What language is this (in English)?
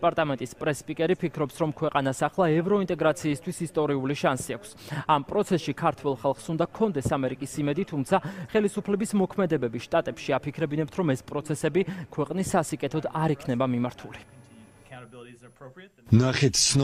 Georgian